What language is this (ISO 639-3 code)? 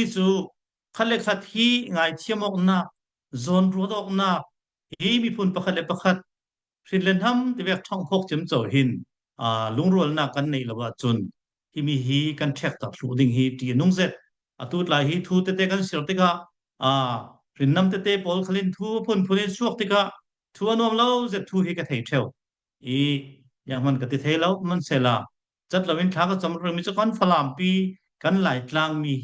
cfm